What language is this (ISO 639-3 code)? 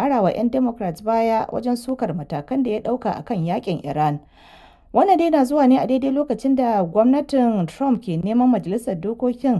hau